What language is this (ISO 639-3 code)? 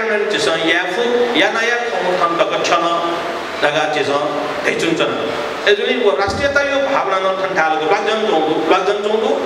new